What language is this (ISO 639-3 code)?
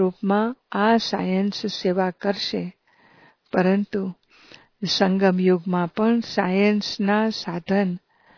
guj